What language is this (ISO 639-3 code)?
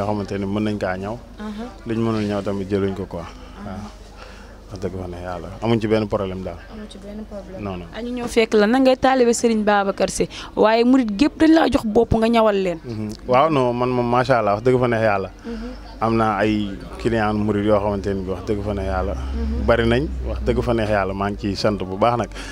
wol